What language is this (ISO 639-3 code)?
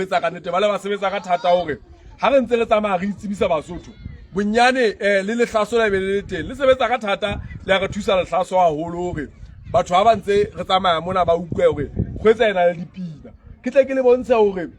sot